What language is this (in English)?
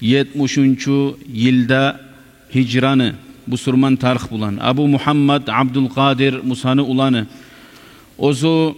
Kumyk